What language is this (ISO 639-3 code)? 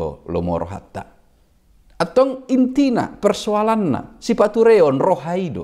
bbc